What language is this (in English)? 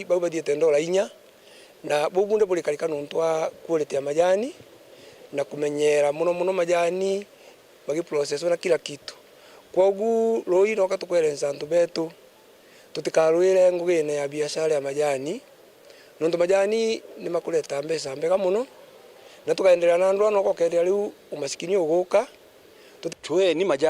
Meru